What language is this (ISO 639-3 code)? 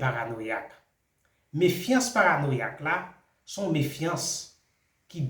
hat